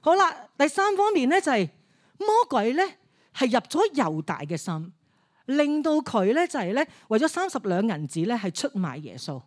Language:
Cantonese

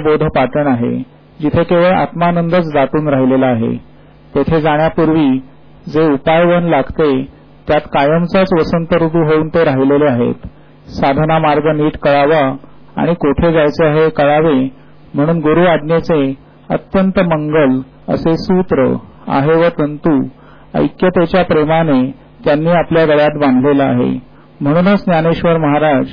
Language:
Marathi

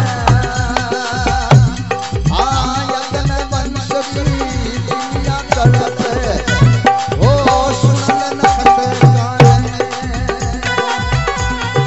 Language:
Bhojpuri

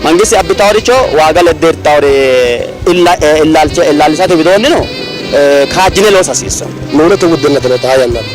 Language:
Sidamo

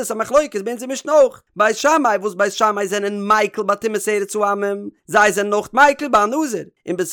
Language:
Yiddish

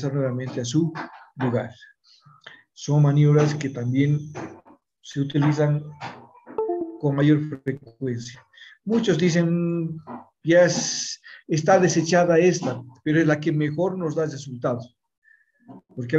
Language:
Spanish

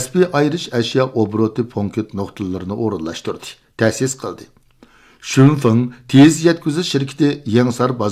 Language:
Uyghur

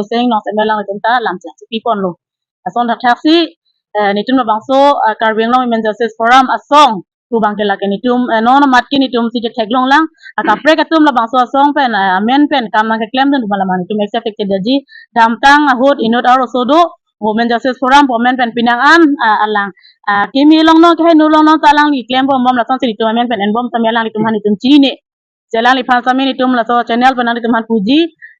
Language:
Karbi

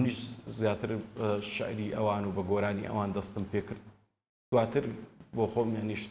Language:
Central Kurdish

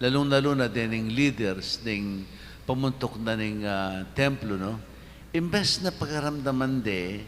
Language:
Pampanga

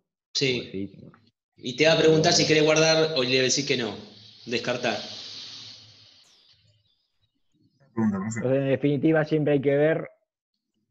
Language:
Spanish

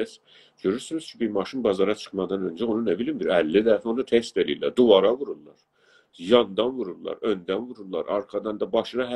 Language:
South Azerbaijani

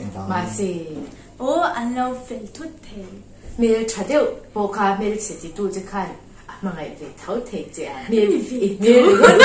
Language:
Mizo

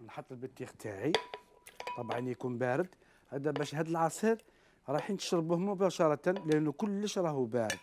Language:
Algerian Arabic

